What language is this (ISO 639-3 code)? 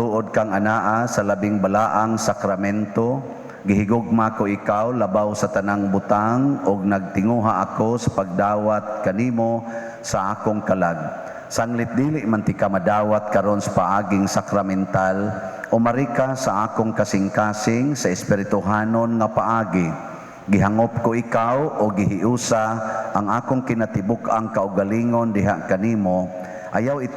ceb